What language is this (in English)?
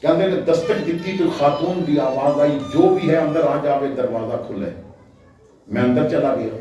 Western Panjabi